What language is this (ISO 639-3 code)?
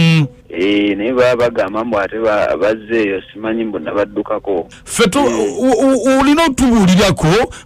lug